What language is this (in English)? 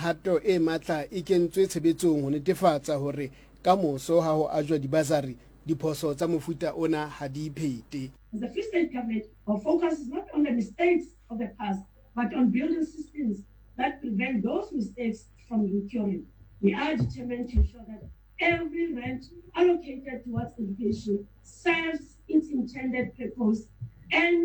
Southern Sotho